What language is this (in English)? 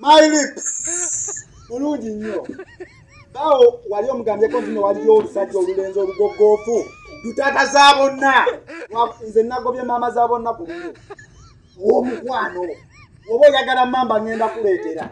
Ganda